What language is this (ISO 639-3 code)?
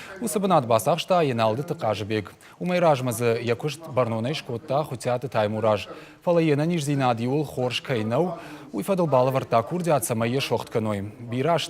oss